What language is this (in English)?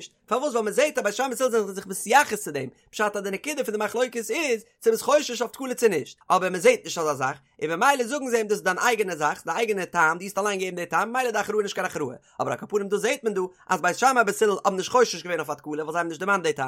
Yiddish